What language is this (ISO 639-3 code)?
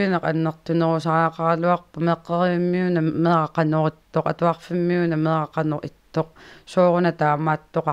kal